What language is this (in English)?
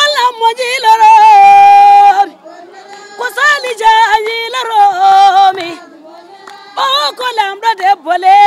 Fula